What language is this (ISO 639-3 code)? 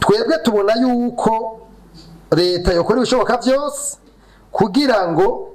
run